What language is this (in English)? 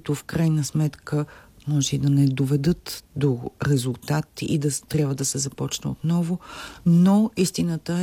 Bulgarian